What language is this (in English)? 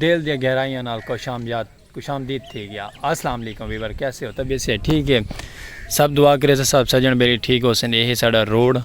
Saraiki